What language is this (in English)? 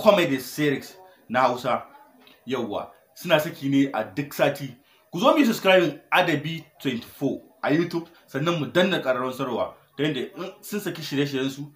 Hausa